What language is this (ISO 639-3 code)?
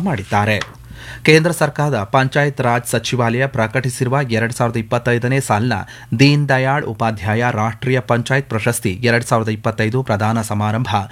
kan